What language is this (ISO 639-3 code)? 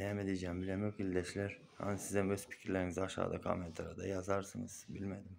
tuk